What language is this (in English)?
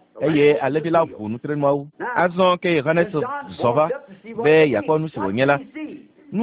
Ewe